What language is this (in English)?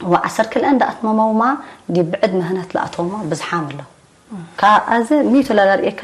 Tigre